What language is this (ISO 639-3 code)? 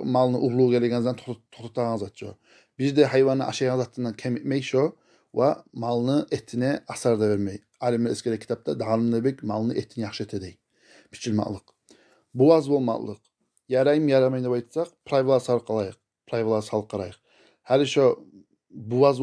kum